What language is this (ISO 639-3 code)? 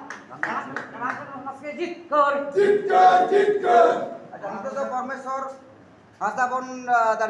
sat